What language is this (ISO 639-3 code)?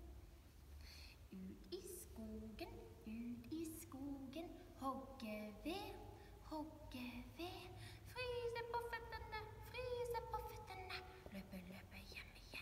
nor